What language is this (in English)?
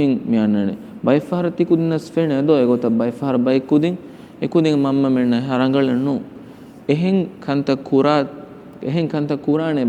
Divehi